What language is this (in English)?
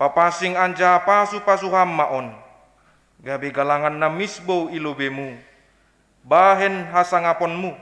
Batak Simalungun